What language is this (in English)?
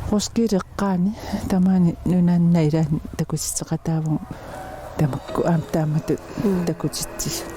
Kalaallisut